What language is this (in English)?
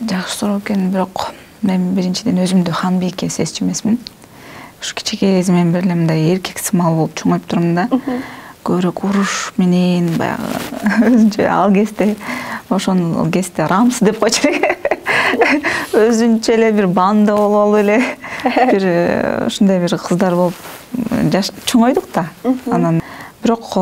Kyrgyz